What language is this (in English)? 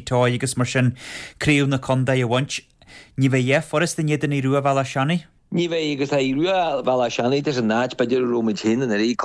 Irish